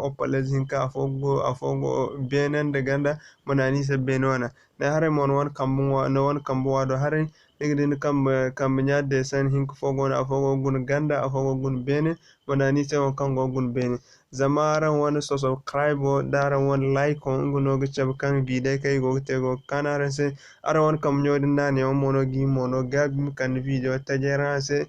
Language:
Zarma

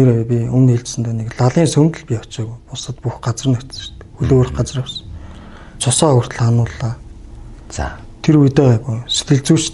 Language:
Mongolian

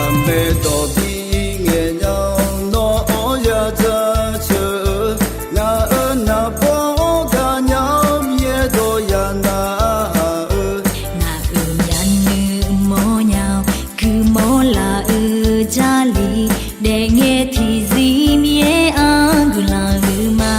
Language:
Akha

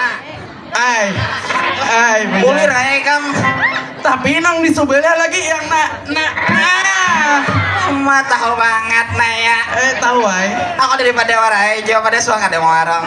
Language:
Banjar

